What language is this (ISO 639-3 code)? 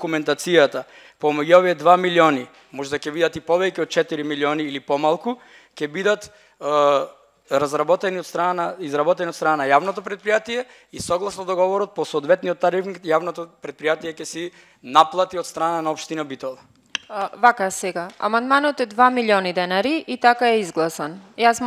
mkd